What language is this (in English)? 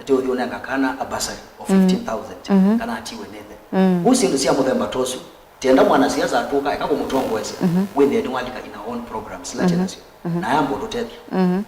Kamba